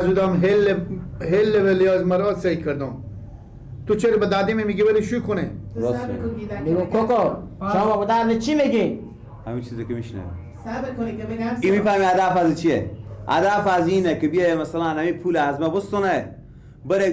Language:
Persian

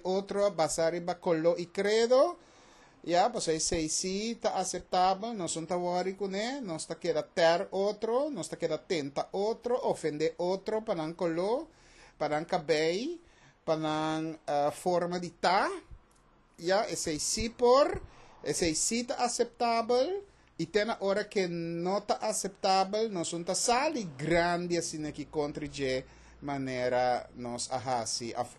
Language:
Papiamento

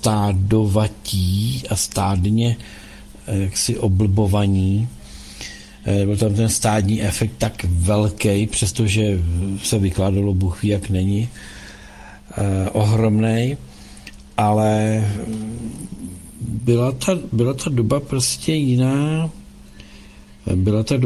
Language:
Czech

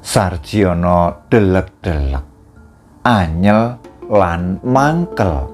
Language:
Javanese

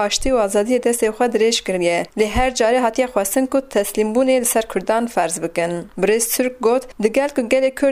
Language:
Kurdish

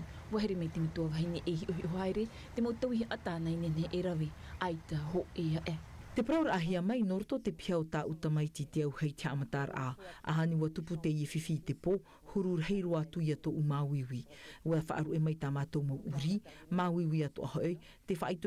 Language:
Tahitian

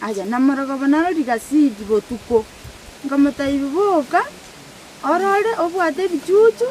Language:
Gusii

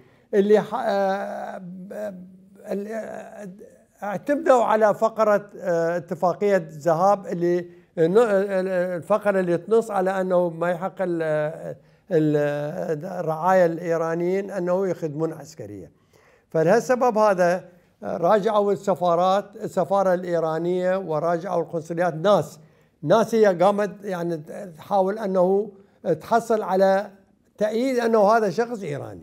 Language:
Mesopotamian Arabic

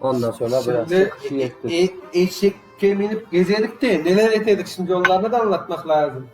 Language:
Crimean Tatar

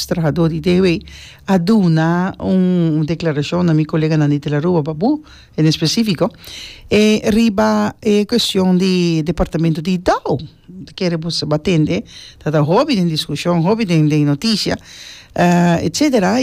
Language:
Papiamento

